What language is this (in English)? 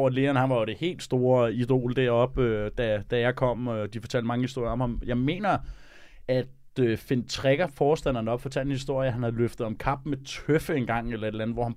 Danish